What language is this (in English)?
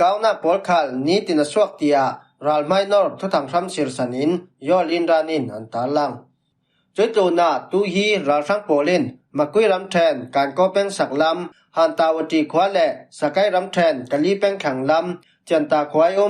Falam Chin